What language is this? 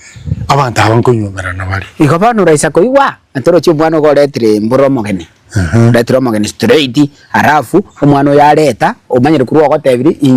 Gusii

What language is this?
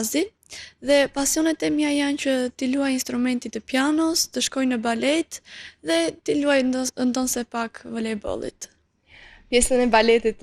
Albanian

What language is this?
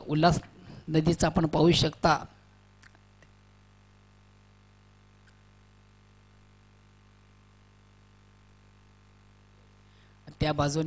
Marathi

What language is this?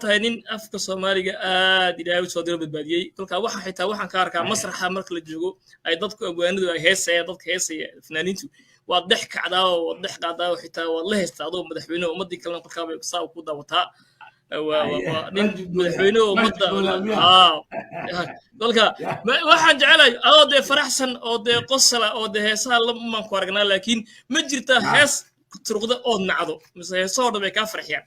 Somali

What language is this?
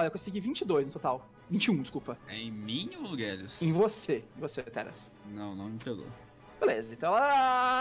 Portuguese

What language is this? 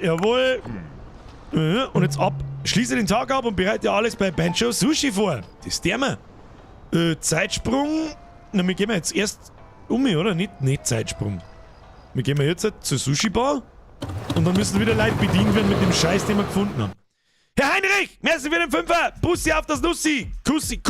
Bavarian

